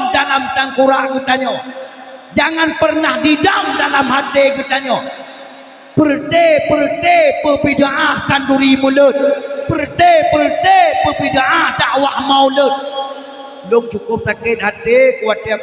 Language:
Achinese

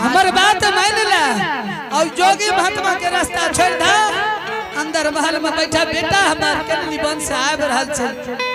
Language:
Angika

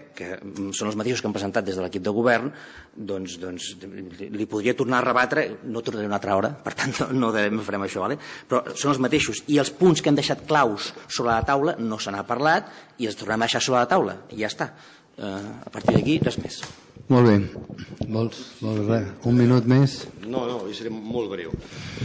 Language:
Catalan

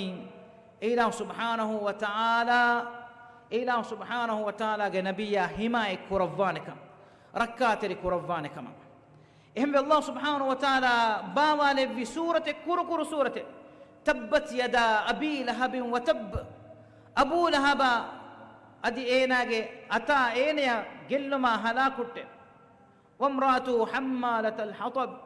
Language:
Divehi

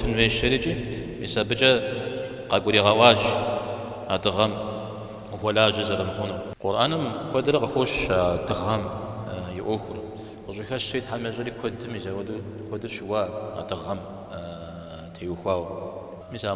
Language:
Kabardian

